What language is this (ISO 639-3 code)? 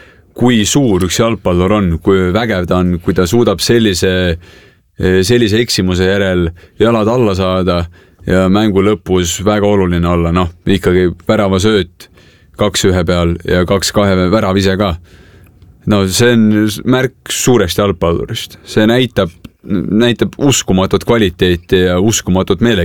est